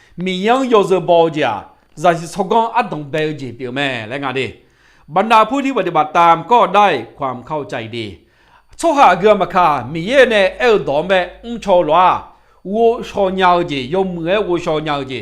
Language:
Akha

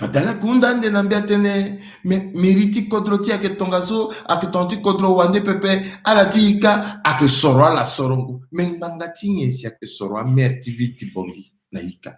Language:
Sango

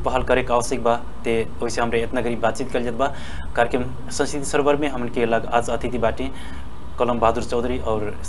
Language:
Bhojpuri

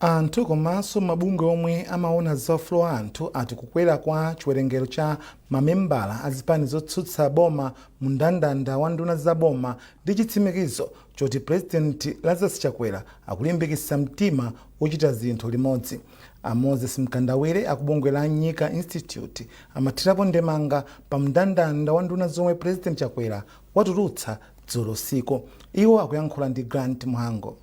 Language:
Nyanja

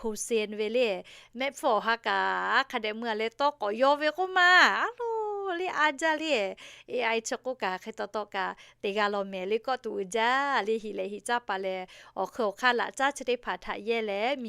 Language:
Lahu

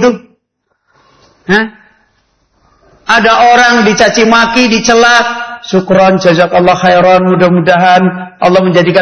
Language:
Indonesian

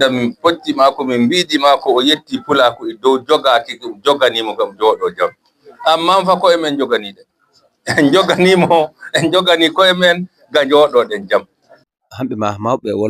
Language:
Fula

